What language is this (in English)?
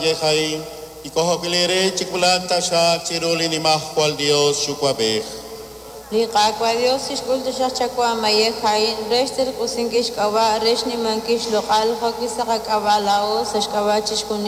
Kekchí